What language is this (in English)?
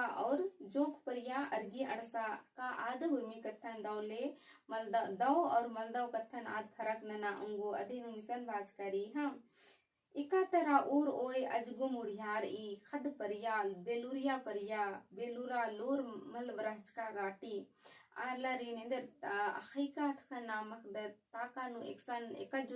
Kurukh